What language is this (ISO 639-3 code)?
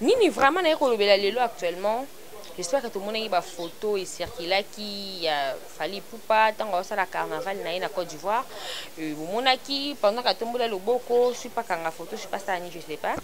lin